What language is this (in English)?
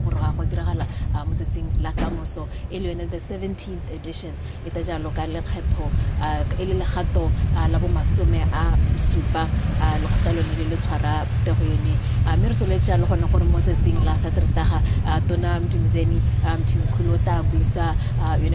Tswana